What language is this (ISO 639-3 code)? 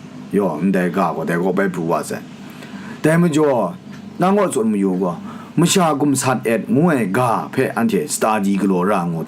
kac